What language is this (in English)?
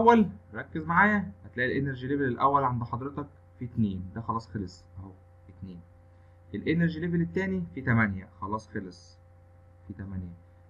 Egyptian Arabic